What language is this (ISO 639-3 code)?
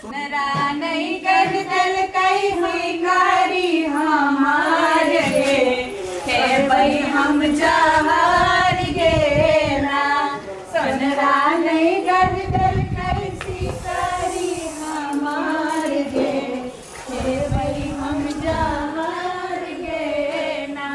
mai